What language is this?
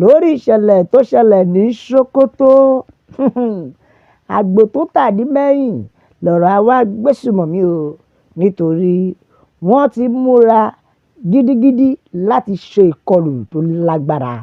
Yoruba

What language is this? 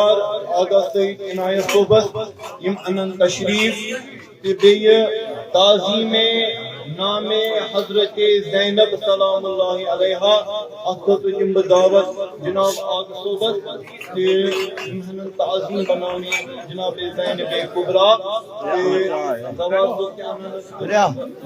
Kashmiri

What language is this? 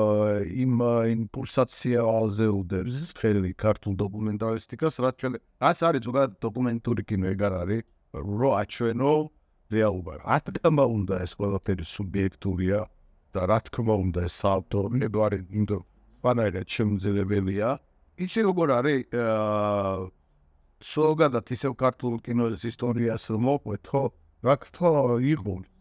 Georgian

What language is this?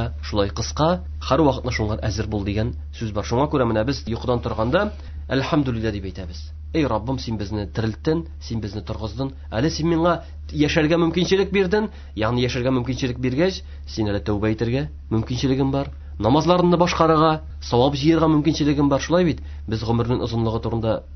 Tatar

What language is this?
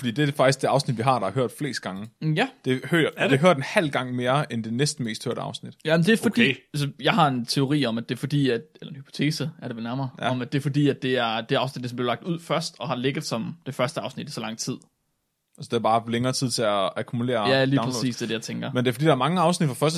Danish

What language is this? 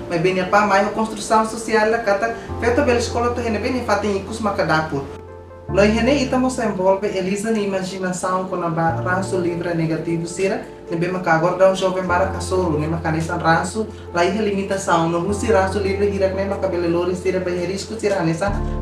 Tetum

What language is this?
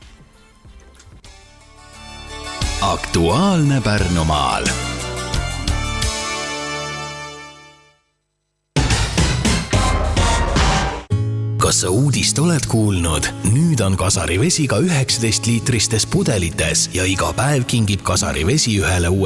Estonian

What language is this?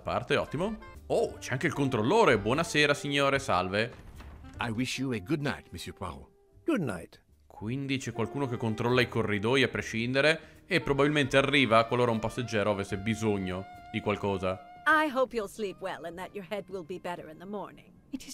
Italian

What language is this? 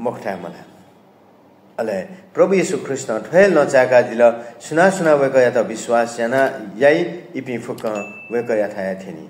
Newari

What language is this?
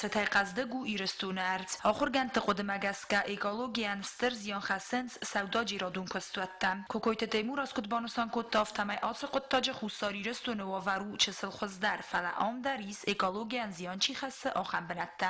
Ossetic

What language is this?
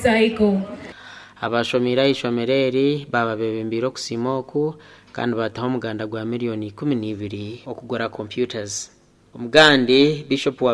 Nyankole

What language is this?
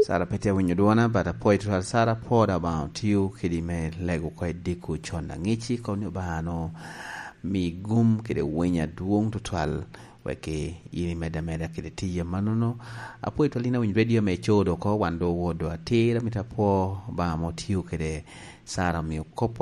Lango (Uganda)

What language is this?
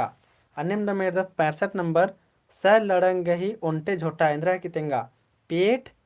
Kurukh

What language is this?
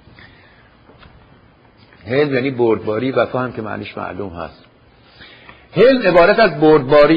Persian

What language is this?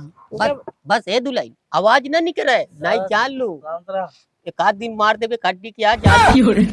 Awadhi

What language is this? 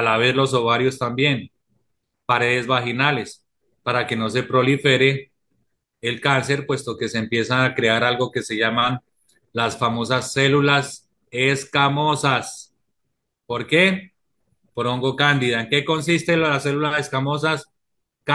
Spanish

